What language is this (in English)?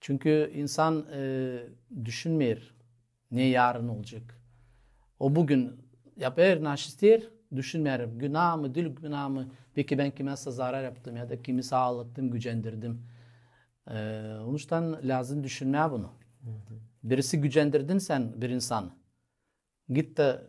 Gagauz